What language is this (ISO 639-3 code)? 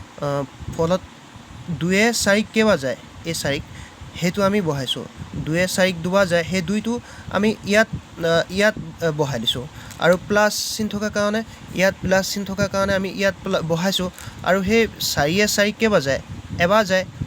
asm